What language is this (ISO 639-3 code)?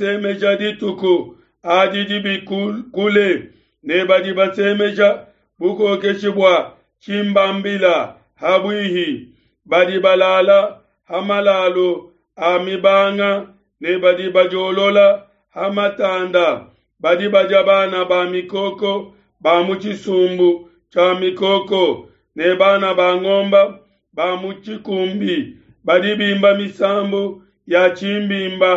lua